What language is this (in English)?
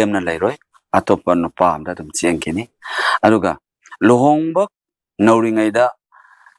Manipuri